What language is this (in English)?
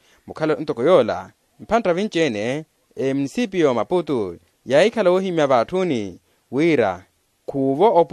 Makhuwa